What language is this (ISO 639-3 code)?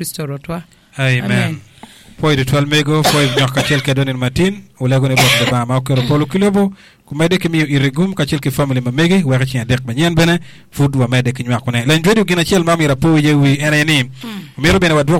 ach